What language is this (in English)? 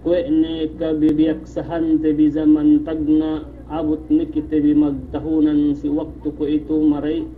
Yakan